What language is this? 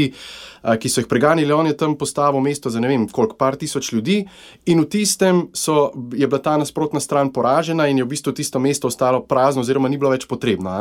Slovenian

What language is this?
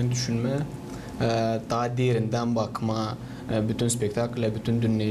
Gagauz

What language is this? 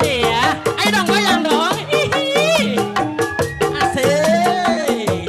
Betawi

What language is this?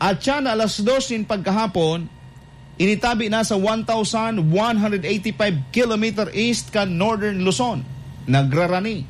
Bikol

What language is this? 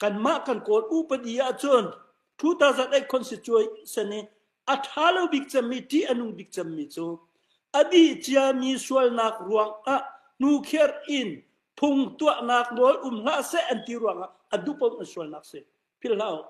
Hakha Chin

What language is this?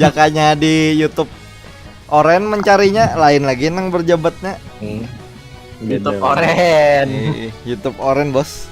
Banjar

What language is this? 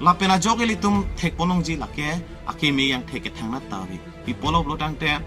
Karbi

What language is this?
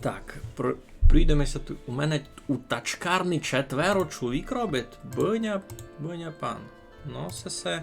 Rusyn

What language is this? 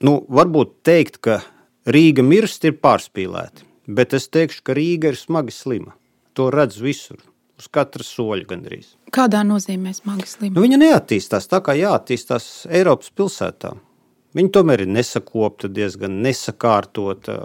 Latvian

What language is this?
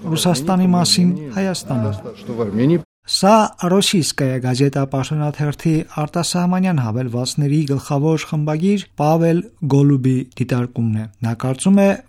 Armenian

